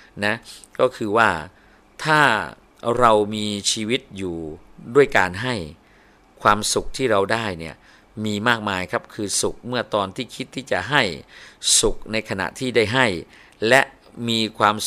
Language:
Thai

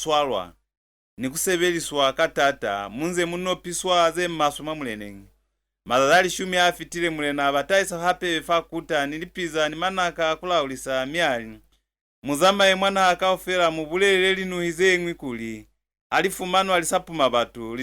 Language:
Lozi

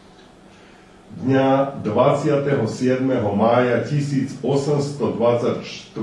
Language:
Slovak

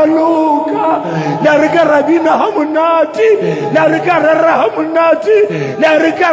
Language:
Southern Sotho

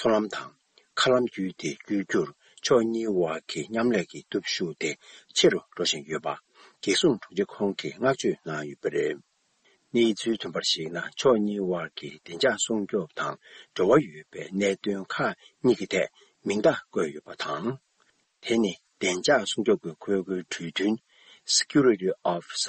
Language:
Tibetan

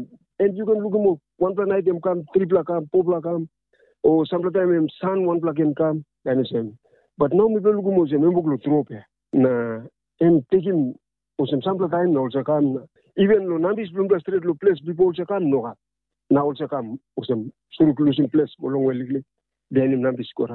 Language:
Tok Pisin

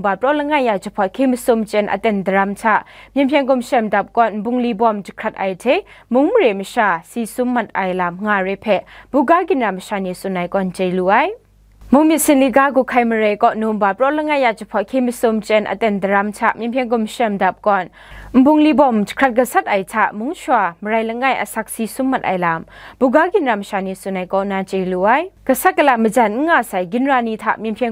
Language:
Kachin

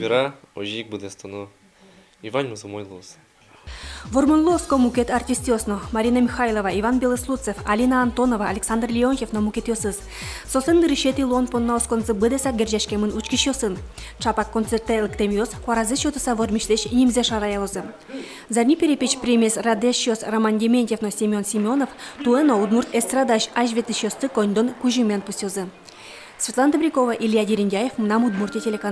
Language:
Udmurt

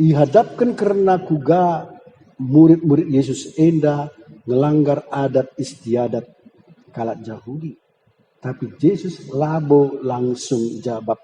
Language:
Batak Karo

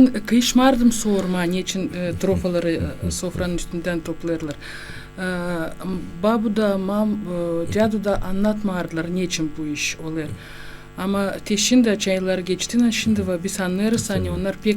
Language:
Gagauz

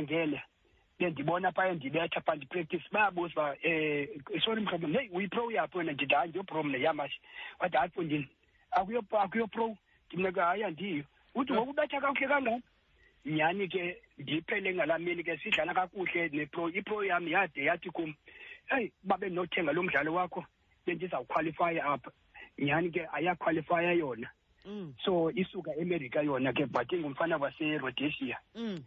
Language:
Xhosa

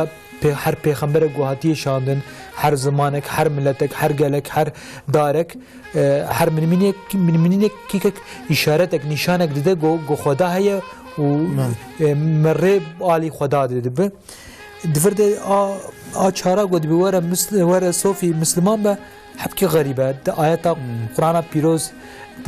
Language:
Kurdish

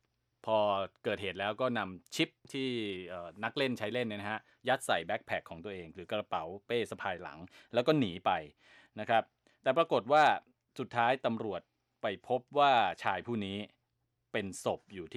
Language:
Thai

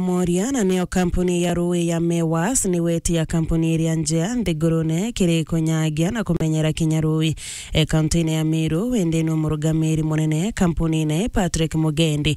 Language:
Meru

